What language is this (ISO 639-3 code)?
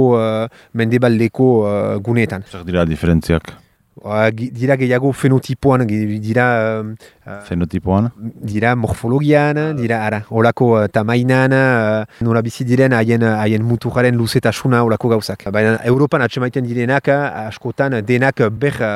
eus